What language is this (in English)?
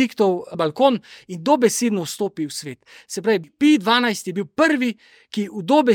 Slovenian